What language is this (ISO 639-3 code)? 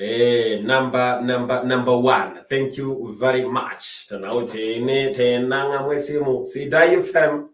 mas